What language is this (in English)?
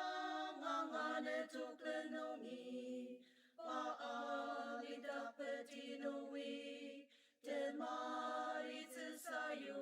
Ao Naga